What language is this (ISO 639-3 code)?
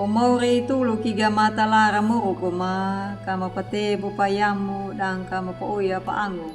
akg